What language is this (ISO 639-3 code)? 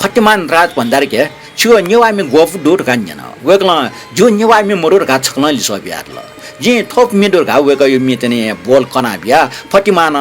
new